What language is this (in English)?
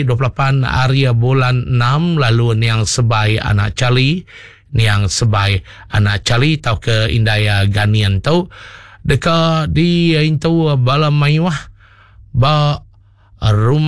Iban